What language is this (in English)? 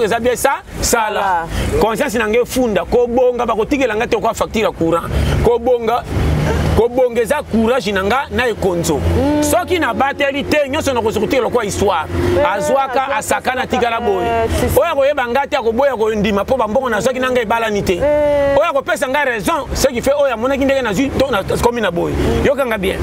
Lingala